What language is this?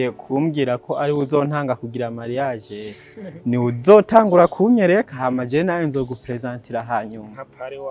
Rundi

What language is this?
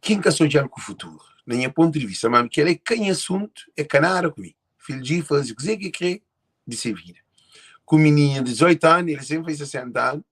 Kabuverdianu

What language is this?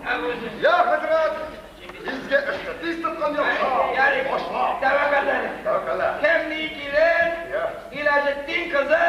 Tatar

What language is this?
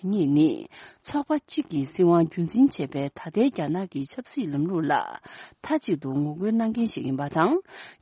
Tibetan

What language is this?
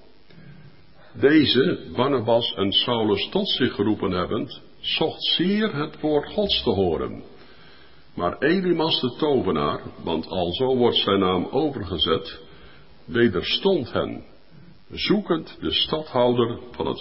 Dutch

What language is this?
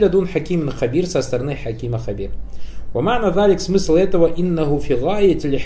Russian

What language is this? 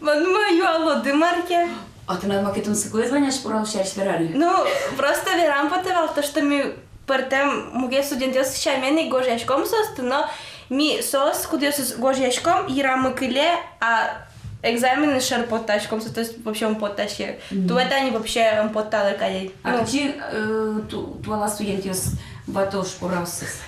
Udmurt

